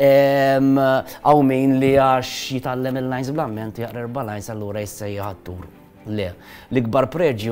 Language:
Maltese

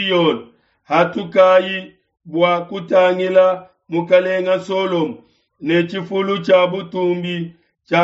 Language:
Luba-Lulua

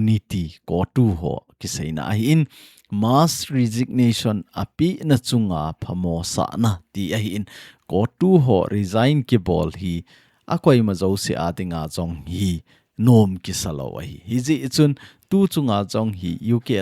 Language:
Thado Chin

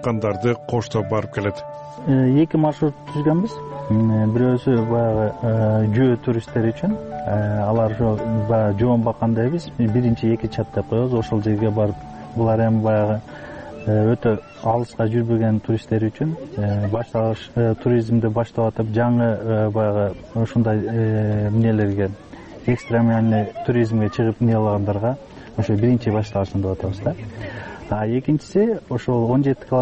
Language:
Kyrgyz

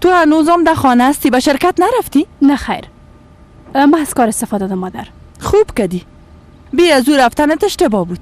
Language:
Persian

